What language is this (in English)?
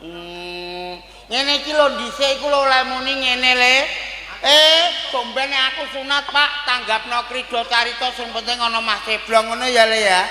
Javanese